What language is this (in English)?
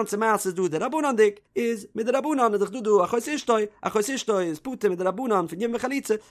Yiddish